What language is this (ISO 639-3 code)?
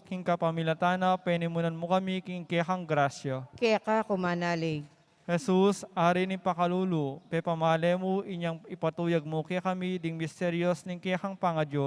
pam